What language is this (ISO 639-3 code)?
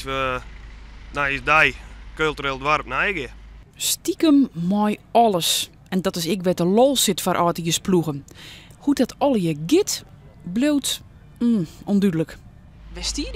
fry